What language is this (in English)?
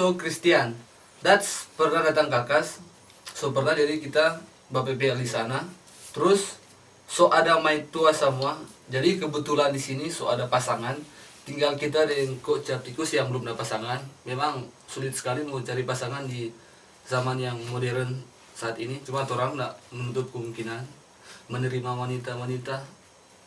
Manado Malay